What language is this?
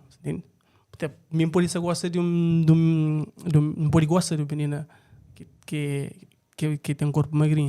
Kabuverdianu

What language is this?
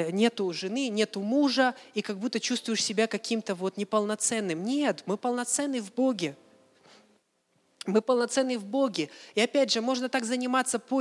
Russian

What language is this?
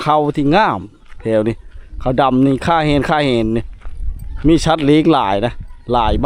Lao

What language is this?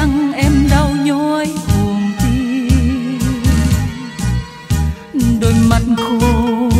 Vietnamese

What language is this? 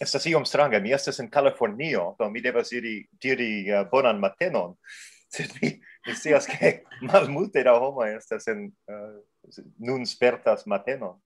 Esperanto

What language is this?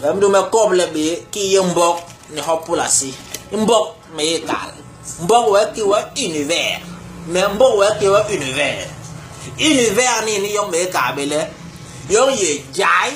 Basaa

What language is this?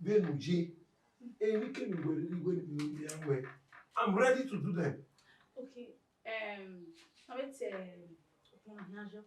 Bini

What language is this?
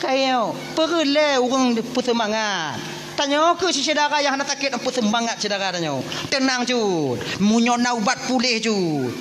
Achinese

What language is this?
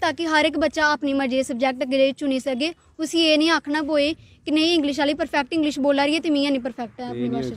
Dogri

